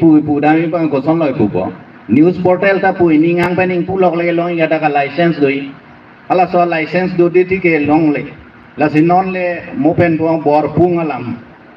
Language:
Karbi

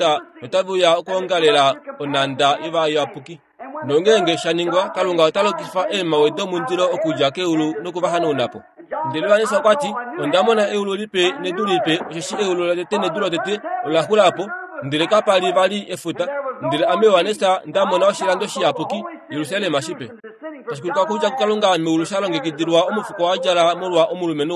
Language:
Kuanyama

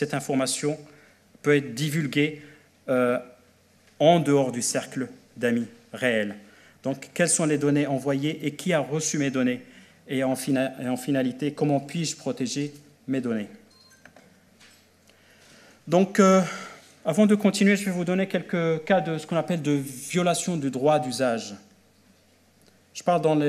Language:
French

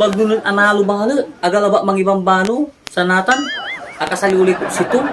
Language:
Pangasinan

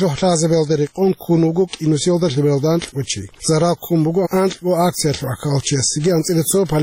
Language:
Avaric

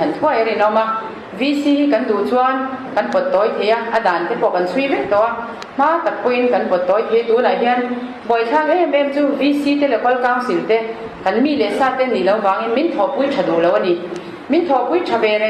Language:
Mizo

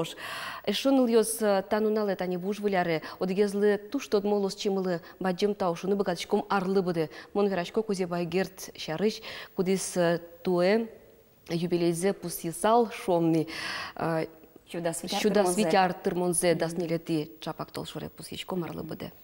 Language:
Udmurt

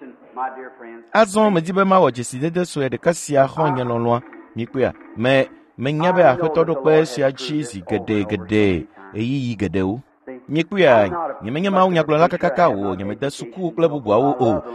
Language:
Ewe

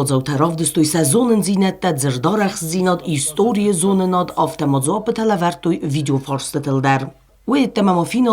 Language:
Ossetic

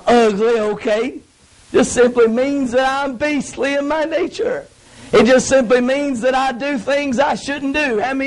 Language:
English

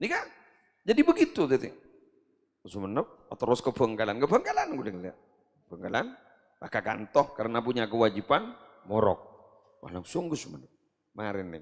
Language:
Madurese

